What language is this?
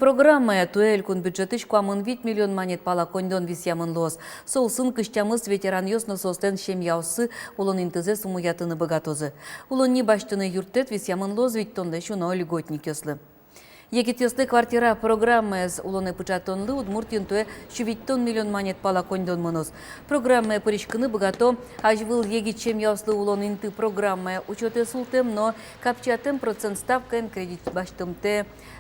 Udmurt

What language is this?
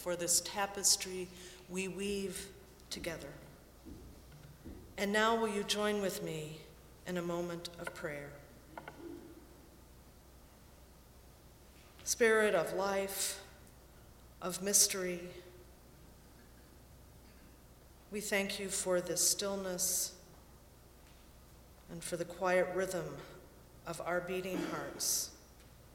English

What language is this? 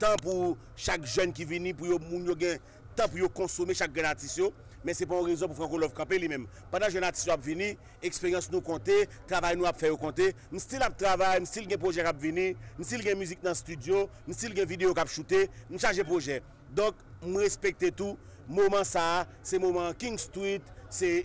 Haitian Creole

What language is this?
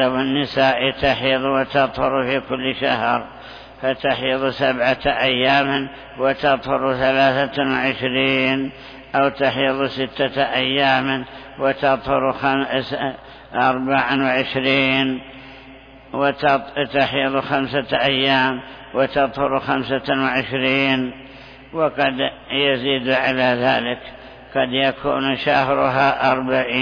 Arabic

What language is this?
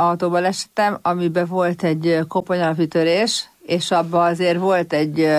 Hungarian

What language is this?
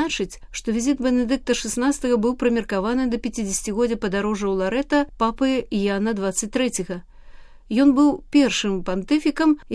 Belarusian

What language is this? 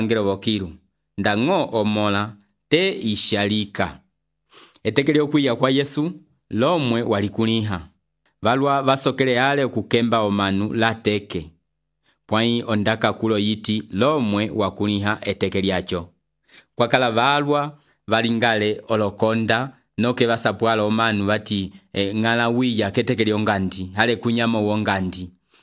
Umbundu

